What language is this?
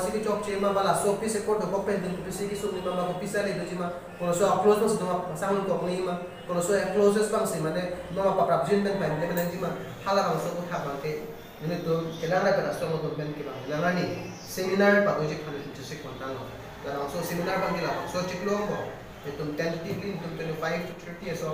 Karbi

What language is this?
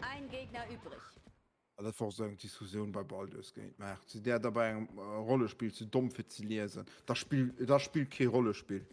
Luxembourgish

